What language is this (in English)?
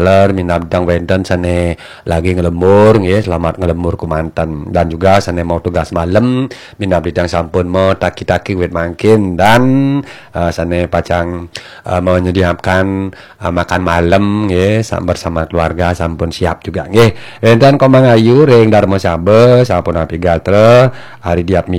Balinese